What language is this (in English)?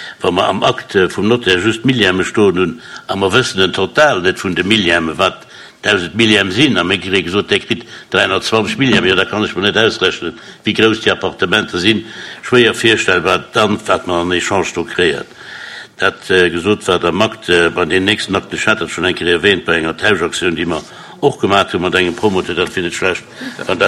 Luxembourgish